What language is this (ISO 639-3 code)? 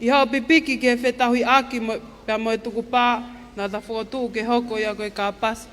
ton